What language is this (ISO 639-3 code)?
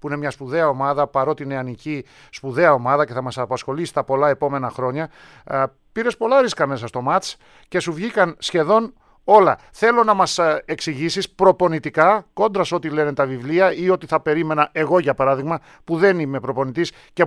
ell